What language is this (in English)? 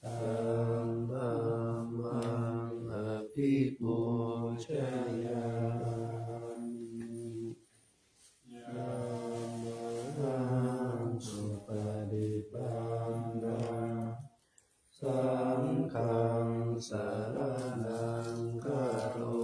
Pali